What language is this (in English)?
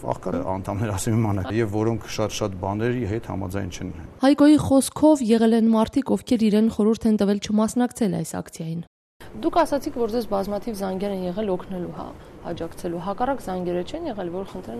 Armenian